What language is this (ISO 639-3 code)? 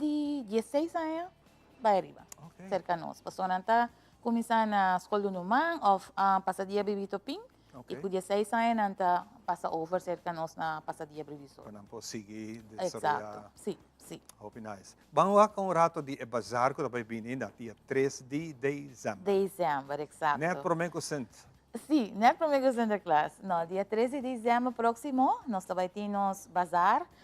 pap